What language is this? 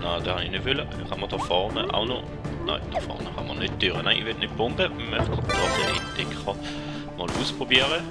Swiss German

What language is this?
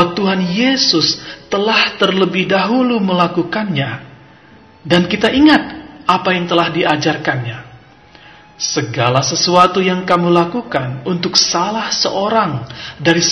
Indonesian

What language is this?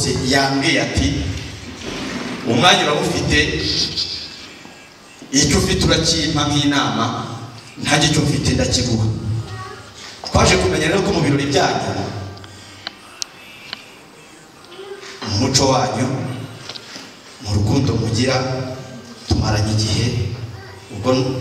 Kinyarwanda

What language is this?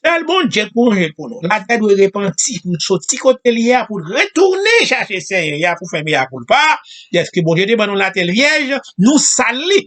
Haitian Creole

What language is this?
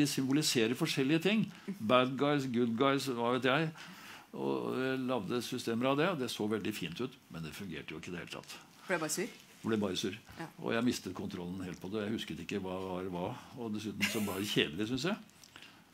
Norwegian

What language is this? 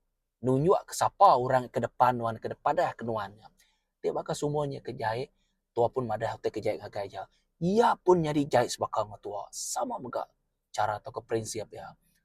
Iban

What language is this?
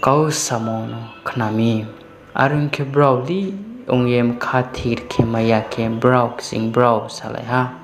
Riang (India)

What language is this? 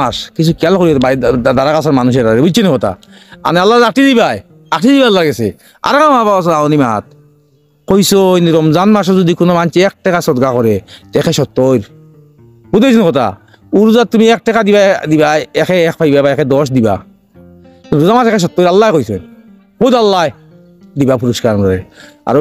Sylheti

